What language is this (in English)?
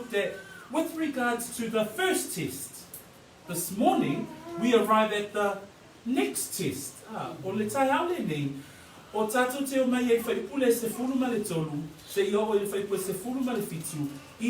Samoan